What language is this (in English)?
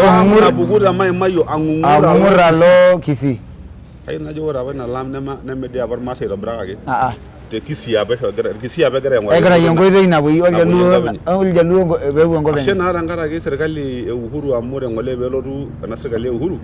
Masai